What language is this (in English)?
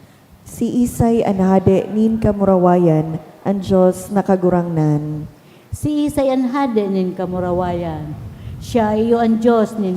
Bikol